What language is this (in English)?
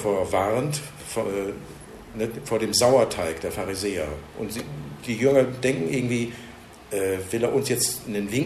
German